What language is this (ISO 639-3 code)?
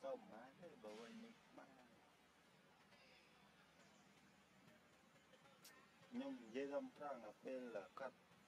vie